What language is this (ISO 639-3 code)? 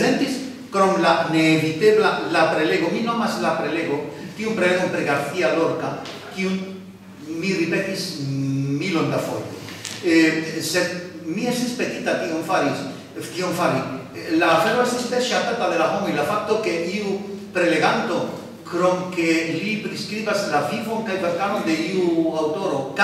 epo